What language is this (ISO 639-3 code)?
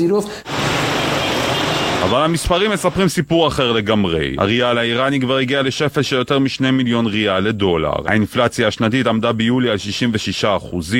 heb